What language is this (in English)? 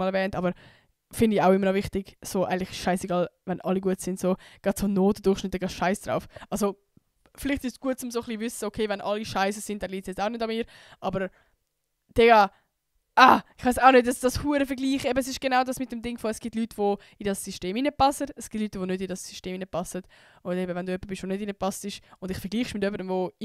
Swiss German